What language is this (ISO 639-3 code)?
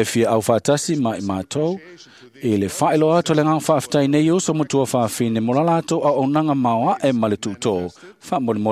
smo